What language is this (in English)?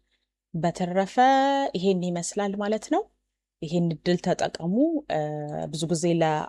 Amharic